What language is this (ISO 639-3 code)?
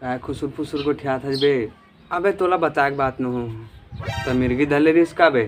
hne